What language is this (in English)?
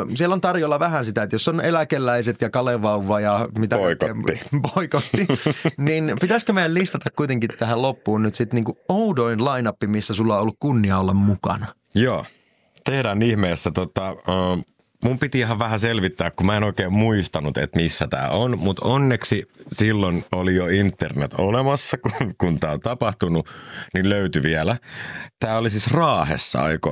Finnish